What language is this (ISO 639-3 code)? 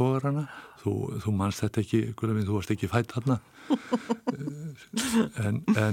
isl